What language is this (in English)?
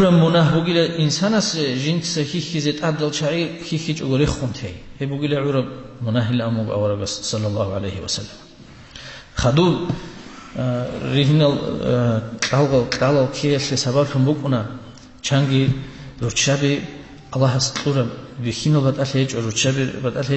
Avaric